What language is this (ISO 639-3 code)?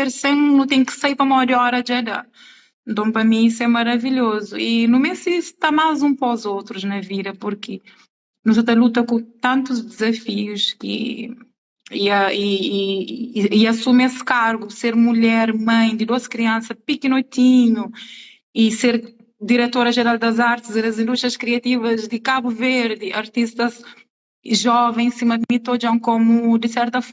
kea